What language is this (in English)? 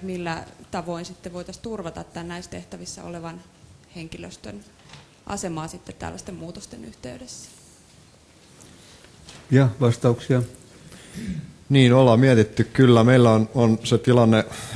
Finnish